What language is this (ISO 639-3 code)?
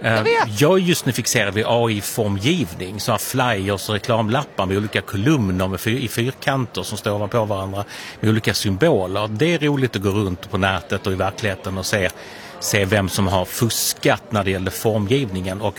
swe